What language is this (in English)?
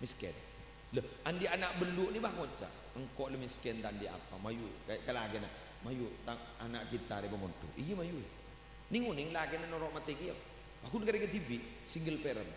Madurese